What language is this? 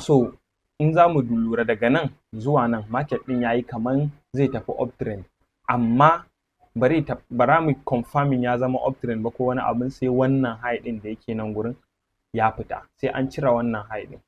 Hausa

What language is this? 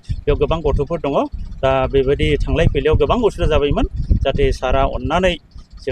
Bodo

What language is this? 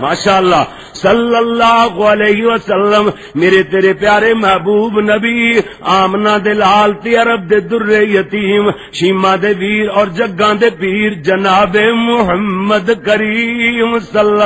Western Panjabi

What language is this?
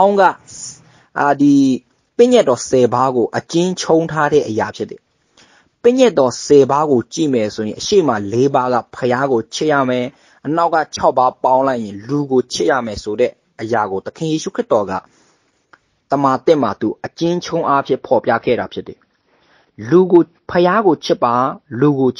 Burmese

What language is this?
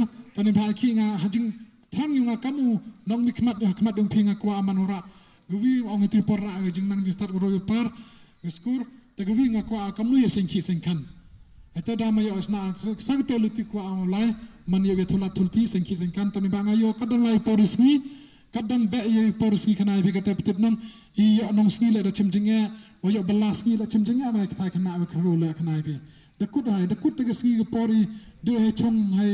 Khasi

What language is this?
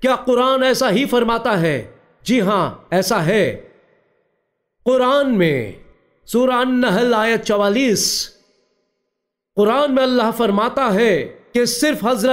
Urdu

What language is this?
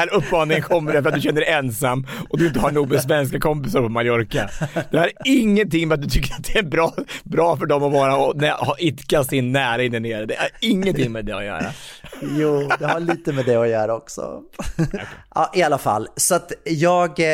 Swedish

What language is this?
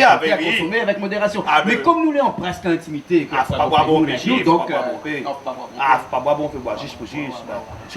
Réunion Creole French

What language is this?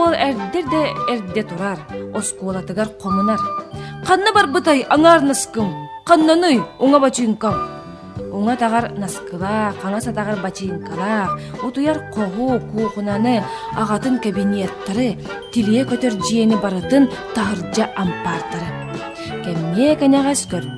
Yakut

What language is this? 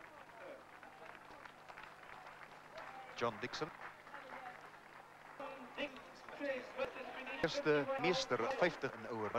Afrikaans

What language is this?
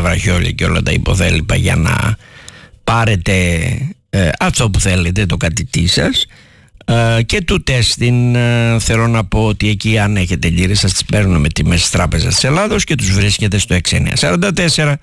Greek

